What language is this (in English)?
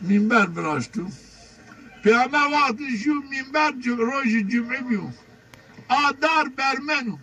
Zaza